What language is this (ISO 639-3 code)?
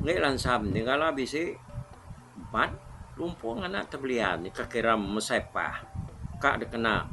iba